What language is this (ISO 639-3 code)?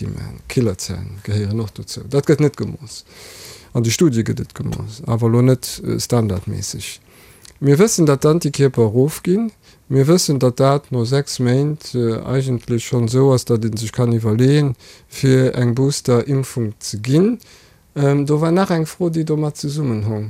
ltz